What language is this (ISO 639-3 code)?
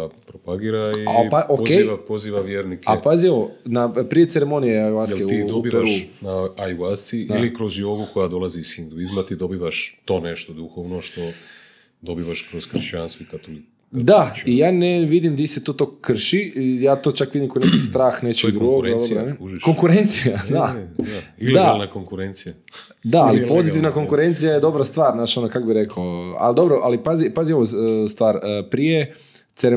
hrv